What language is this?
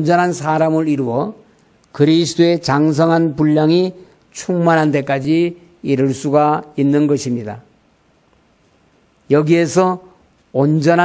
Korean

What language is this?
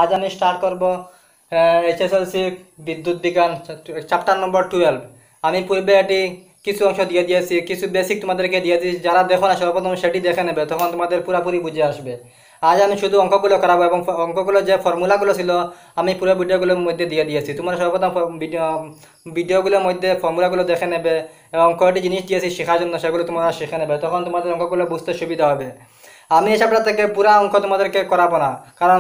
Bangla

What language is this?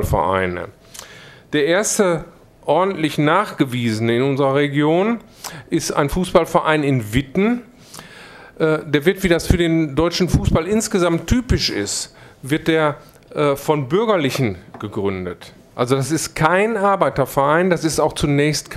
German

